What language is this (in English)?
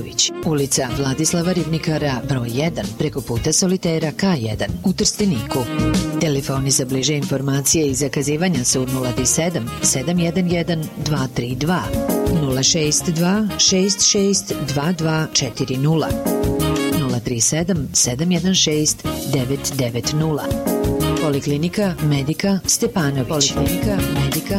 Serbian